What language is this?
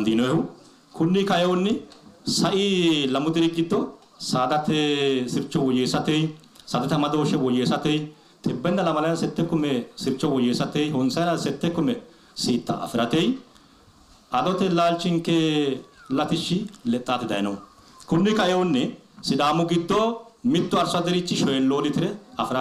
Sidamo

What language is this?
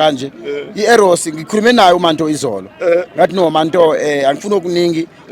Zulu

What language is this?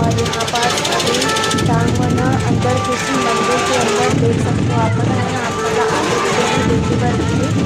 Chhattisgarhi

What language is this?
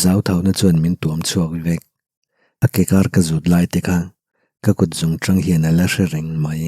Mizo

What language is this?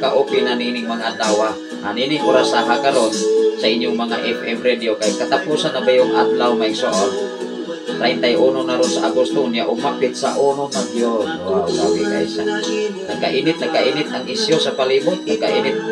Cebuano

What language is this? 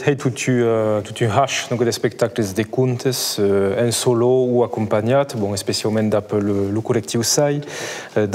Occitan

